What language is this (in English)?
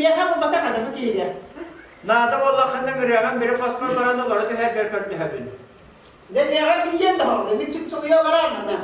Yakut